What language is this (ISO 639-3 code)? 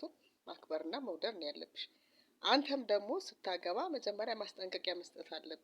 amh